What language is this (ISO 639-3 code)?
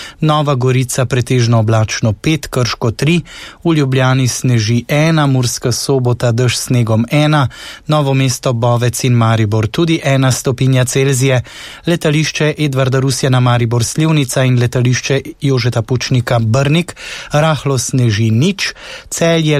slv